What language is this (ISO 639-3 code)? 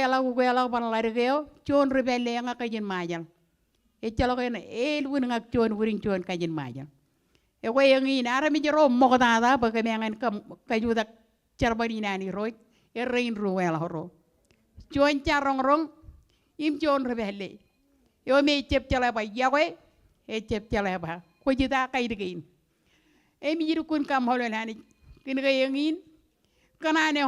mah